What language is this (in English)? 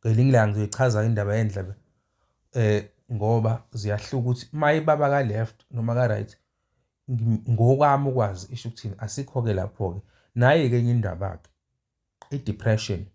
Zulu